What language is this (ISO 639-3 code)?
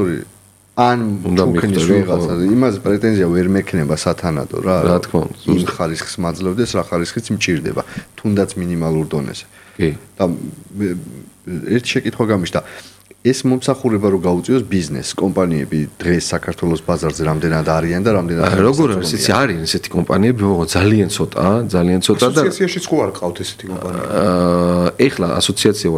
kat